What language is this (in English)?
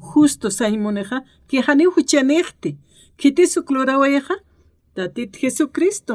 Aymara